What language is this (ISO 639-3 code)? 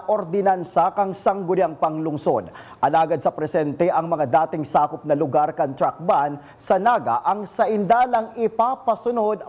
bik